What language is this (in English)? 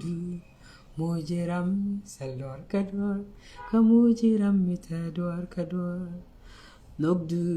Nuer